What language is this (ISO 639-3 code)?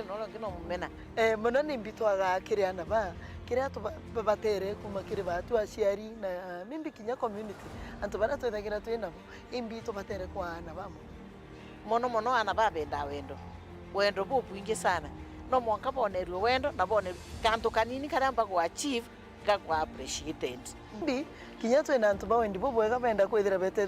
mer